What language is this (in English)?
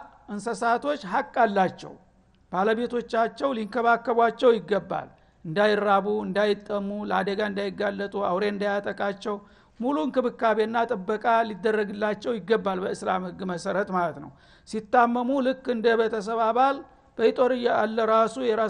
Amharic